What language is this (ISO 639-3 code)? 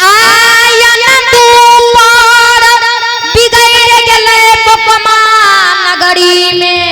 mai